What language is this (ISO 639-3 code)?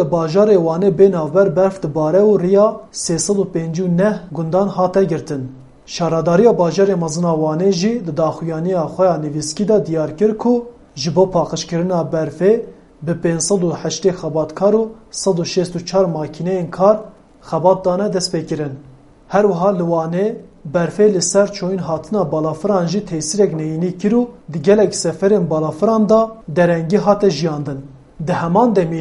kur